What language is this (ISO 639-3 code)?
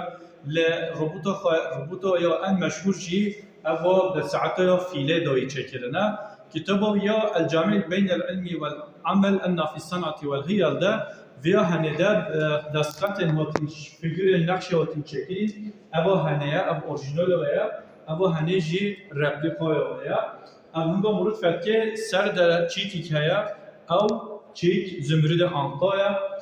kur